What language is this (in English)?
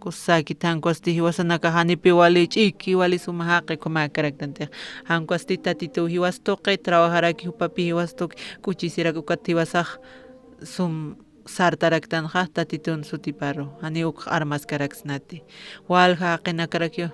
Aymara